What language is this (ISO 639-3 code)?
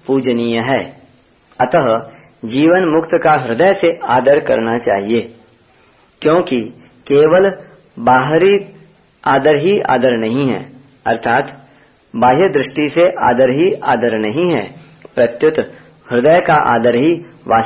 hin